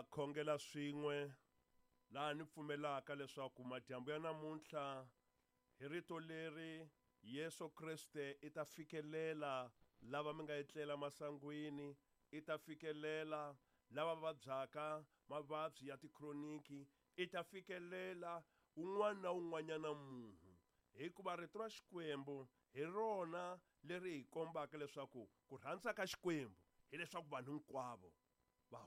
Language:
Tsonga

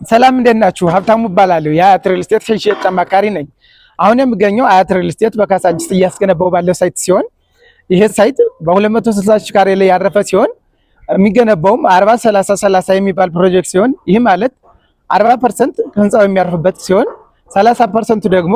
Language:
Amharic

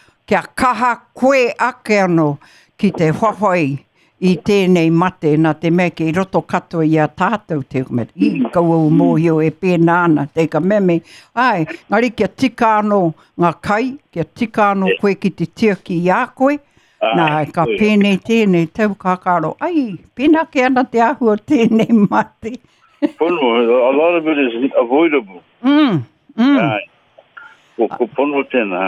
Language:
Māori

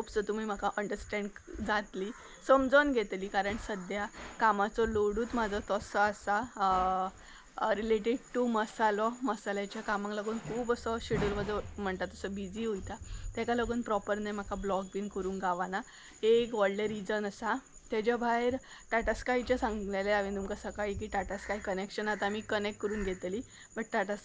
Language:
Konkani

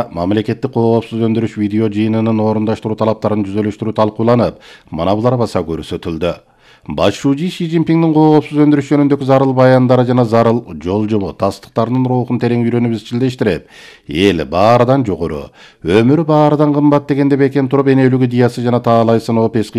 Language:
Kyrgyz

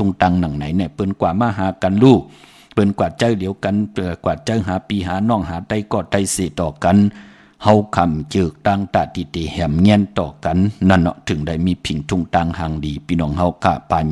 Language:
Shan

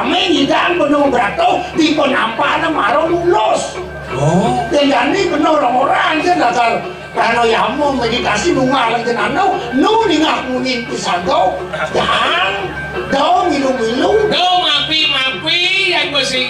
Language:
Balinese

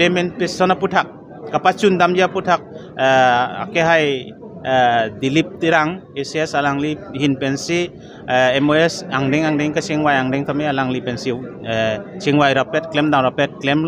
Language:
Karbi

